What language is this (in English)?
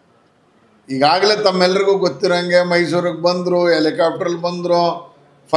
Kannada